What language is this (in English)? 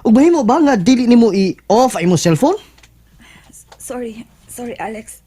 Cebuano